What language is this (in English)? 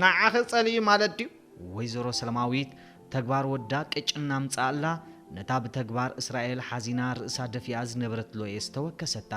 Tigrinya